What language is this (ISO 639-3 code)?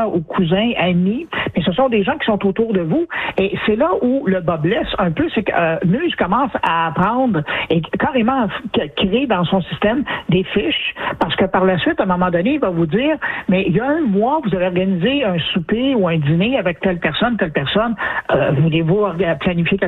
fra